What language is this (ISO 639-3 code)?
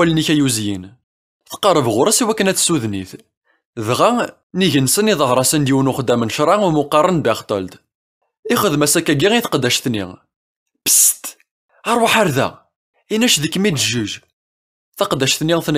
kab